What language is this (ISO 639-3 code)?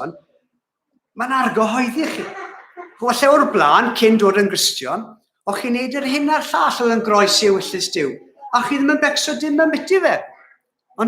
cym